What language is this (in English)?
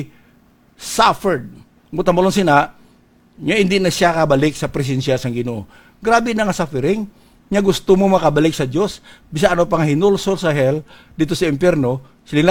Hiligaynon